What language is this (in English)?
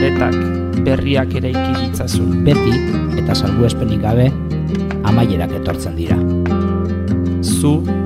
Basque